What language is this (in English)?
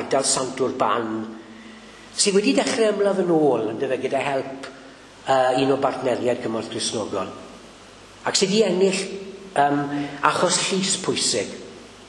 Welsh